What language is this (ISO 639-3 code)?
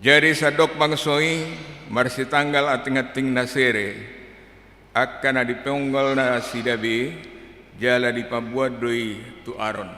bbc